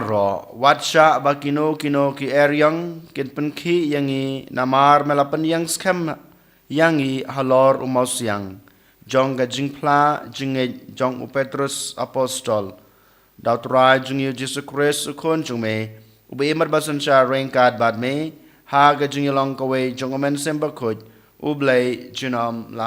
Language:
Khasi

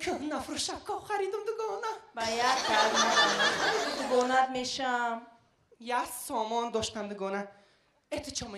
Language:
Tajik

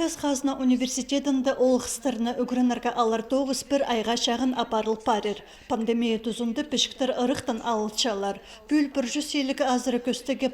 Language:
Khakas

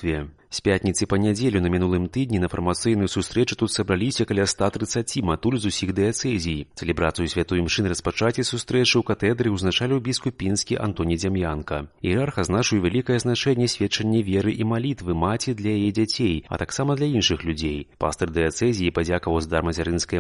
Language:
Belarusian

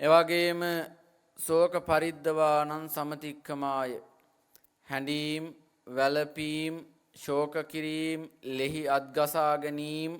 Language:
Sinhala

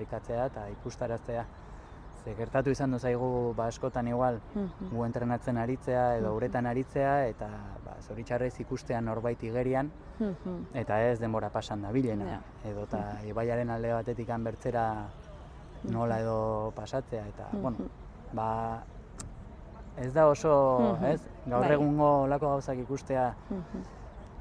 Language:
Basque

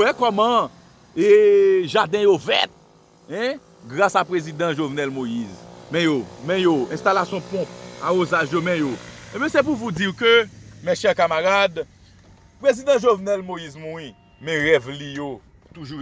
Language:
Haitian Creole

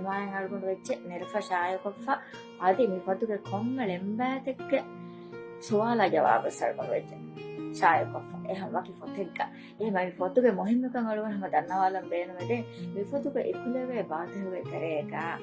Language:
Divehi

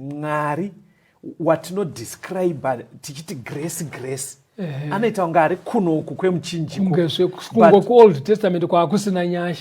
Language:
Shona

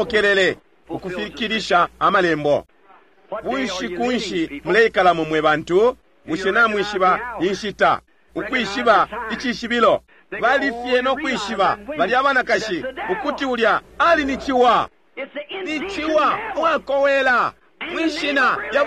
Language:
Bemba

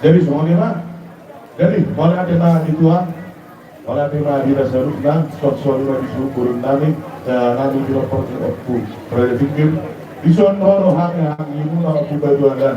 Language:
Batak Toba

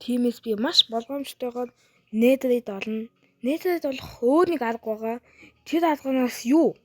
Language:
Mongolian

